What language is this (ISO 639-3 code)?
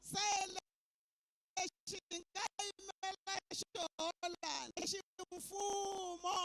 tso